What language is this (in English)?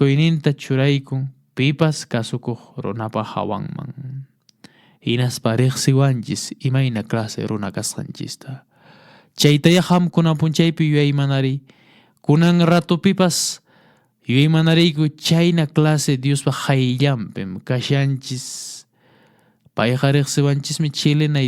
Quechua